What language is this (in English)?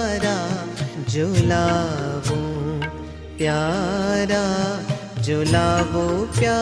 Hindi